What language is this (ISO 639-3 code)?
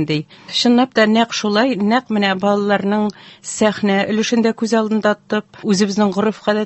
tat